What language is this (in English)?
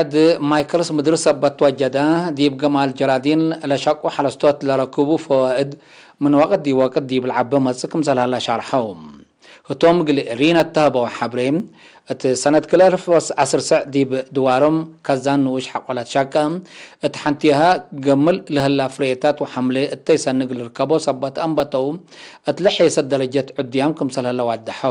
Tigre